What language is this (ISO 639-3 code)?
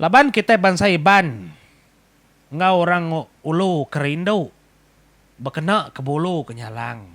iba